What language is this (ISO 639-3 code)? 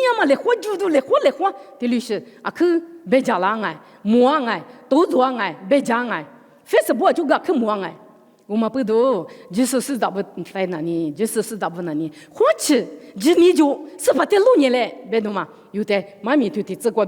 lis